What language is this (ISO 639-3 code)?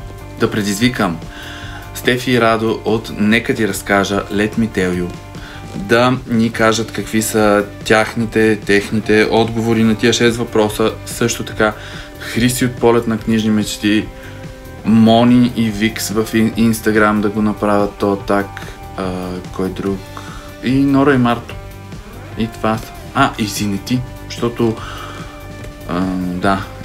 bul